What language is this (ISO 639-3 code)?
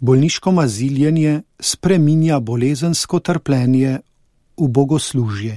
slv